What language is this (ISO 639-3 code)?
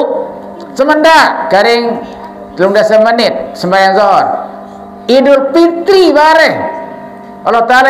sas